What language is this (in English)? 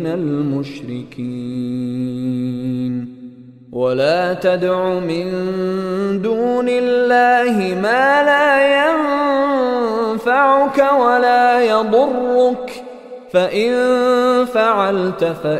Arabic